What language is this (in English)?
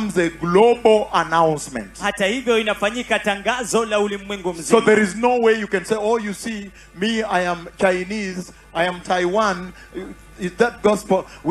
Swahili